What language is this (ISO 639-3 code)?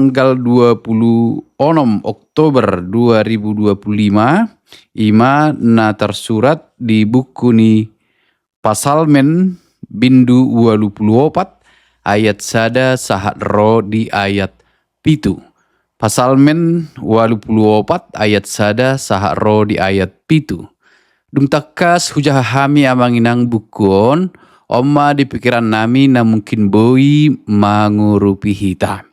bbc